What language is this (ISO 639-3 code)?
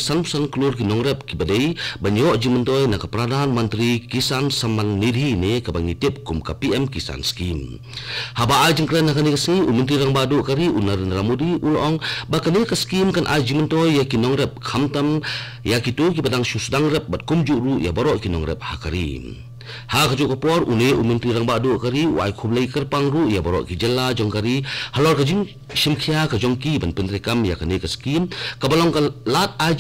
kha